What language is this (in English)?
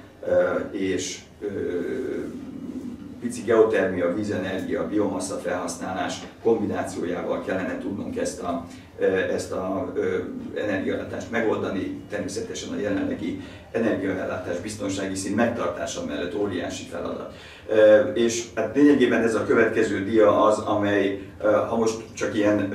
Hungarian